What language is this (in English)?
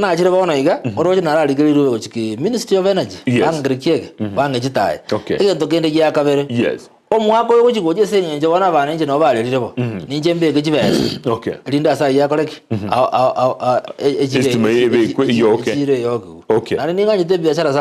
Gusii